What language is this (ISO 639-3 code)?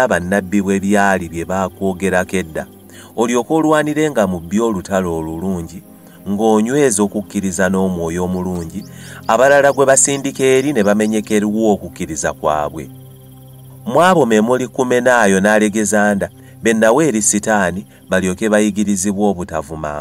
lug